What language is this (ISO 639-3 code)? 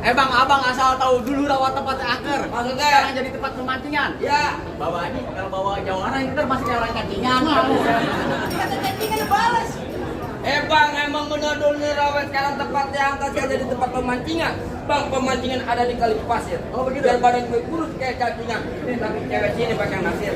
bew